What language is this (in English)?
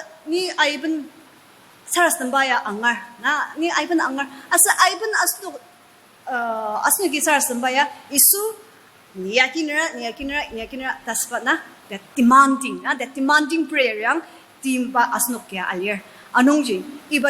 Ao Naga